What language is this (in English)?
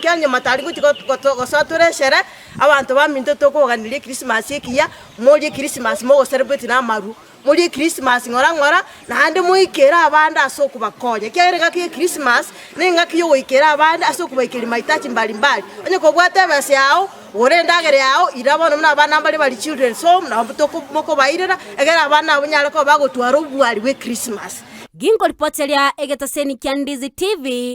Gusii